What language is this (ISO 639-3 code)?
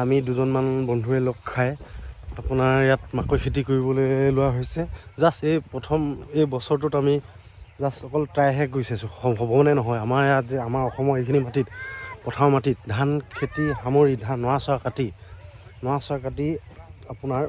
asm